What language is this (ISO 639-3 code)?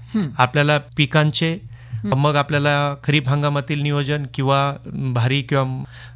mar